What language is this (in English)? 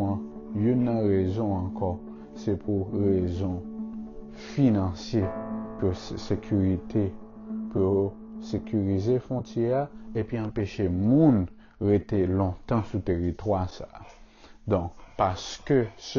Haitian Creole